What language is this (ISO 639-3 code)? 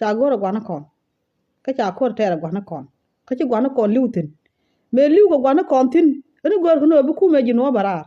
nus